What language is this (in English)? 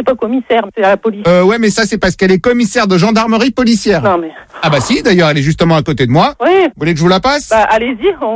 French